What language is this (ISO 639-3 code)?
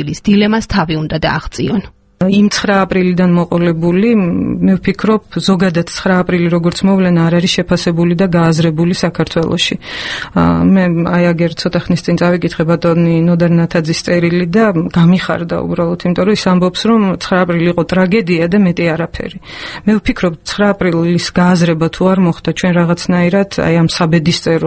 kat